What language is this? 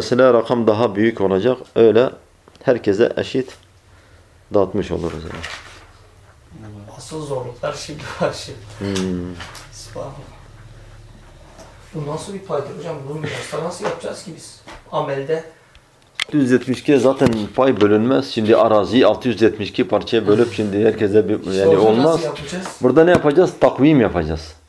Turkish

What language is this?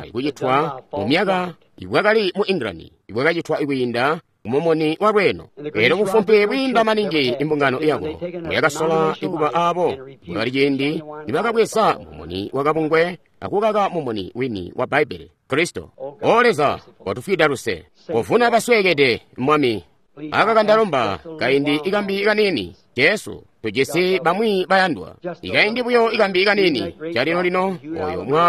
Tonga (Zambia)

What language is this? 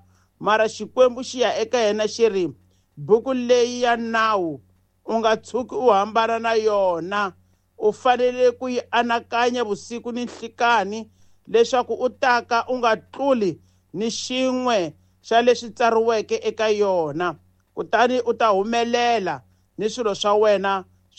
Tsonga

